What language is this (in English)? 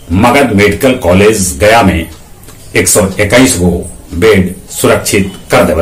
Magahi